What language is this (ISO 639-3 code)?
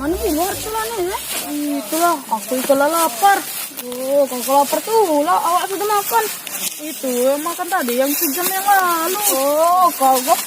mui